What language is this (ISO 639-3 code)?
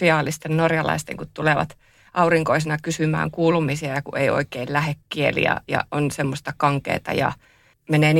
fin